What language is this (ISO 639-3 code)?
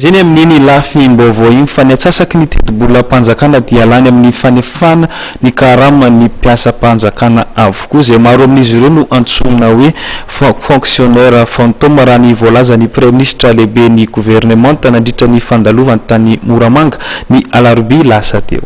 mlg